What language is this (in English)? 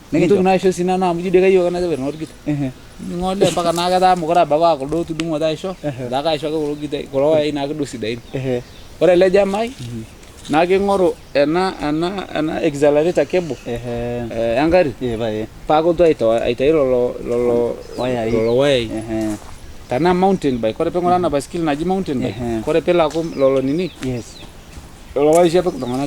Masai